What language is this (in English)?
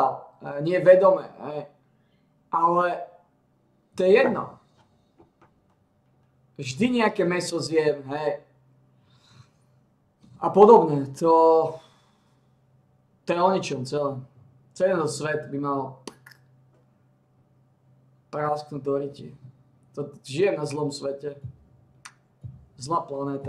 Slovak